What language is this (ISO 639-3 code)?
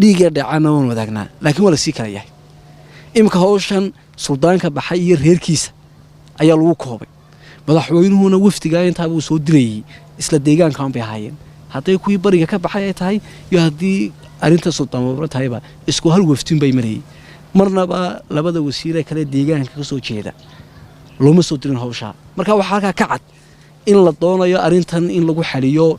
som